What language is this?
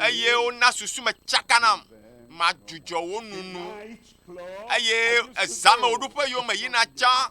Ewe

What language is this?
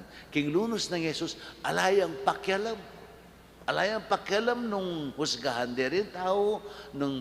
Pampanga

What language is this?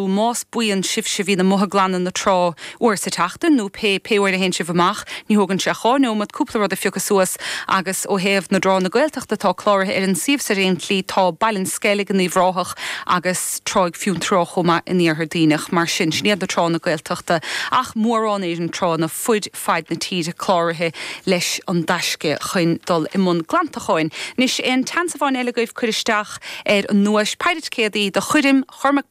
Irish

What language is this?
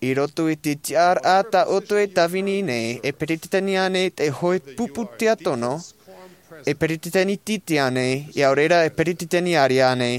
Tahitian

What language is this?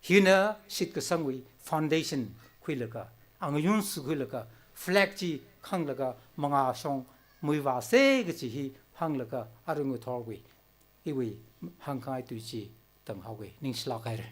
Tangkhul Naga (India)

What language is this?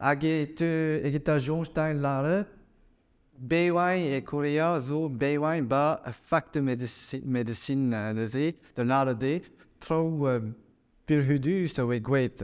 Breton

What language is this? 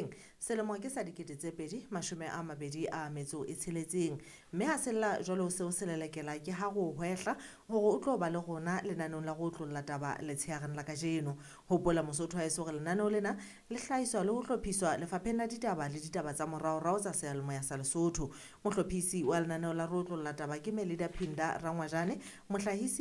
Southern Sotho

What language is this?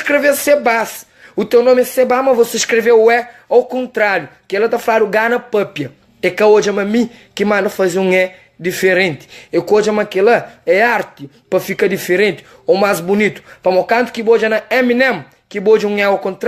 Kabuverdianu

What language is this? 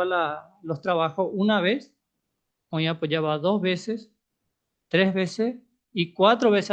Guarani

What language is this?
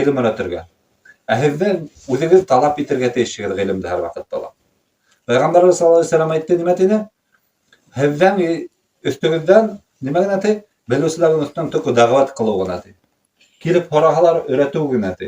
Bashkir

